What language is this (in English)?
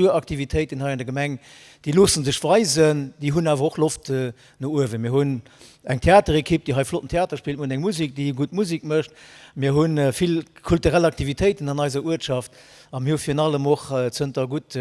Luxembourgish